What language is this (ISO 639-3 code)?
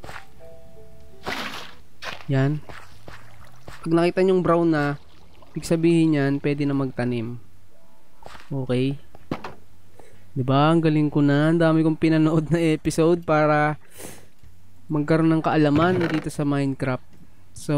fil